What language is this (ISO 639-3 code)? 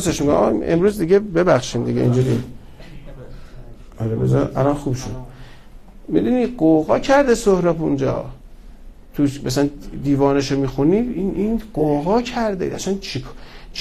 fas